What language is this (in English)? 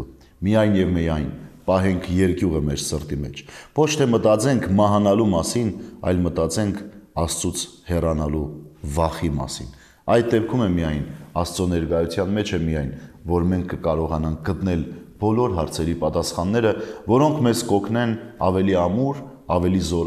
Armenian